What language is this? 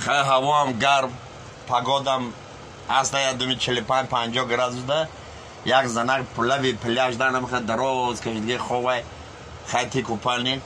Tajik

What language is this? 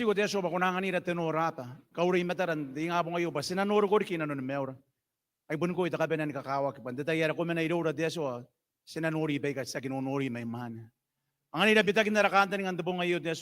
Gilbertese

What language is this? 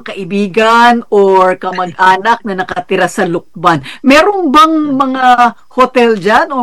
Filipino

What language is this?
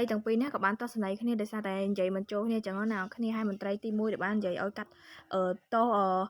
Khmer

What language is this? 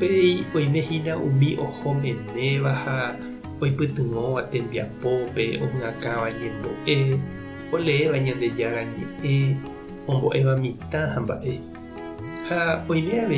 Guarani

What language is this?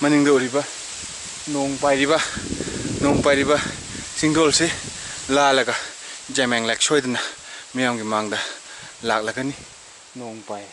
Manipuri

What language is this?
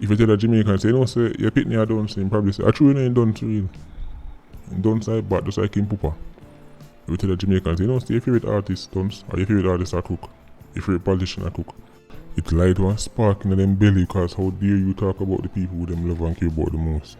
Jamaican Creole English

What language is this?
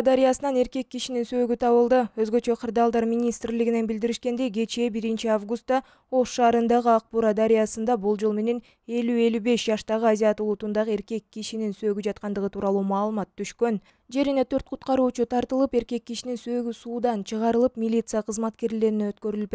Kyrgyz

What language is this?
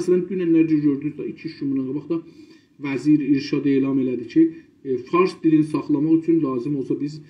South Azerbaijani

